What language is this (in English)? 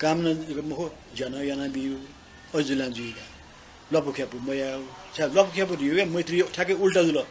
Newari